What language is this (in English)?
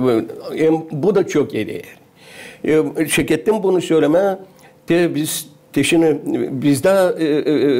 Gagauz